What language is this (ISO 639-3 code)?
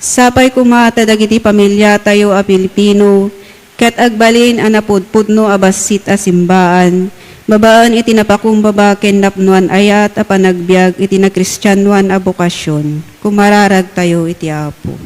ilo